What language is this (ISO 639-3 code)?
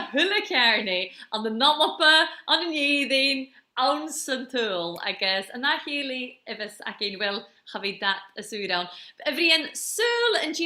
gla